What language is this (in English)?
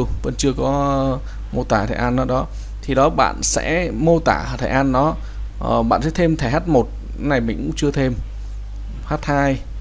Vietnamese